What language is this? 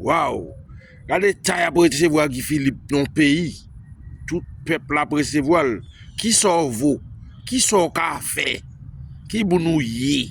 Haitian Creole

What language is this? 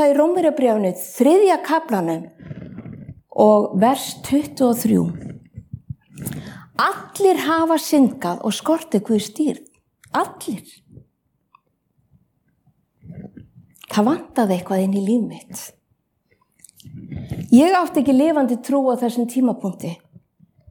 Icelandic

